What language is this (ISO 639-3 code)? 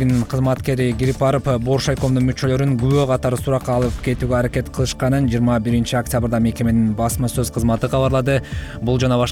kir